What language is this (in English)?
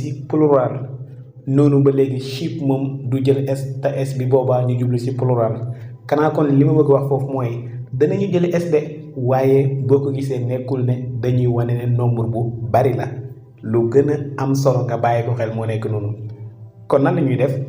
Wolof